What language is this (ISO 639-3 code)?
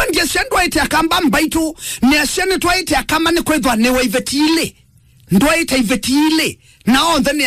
kam